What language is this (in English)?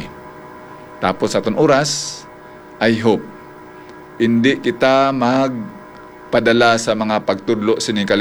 Hiligaynon